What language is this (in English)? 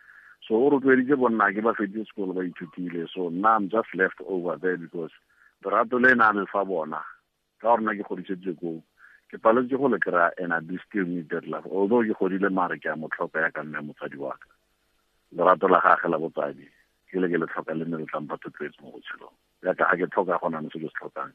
Tswana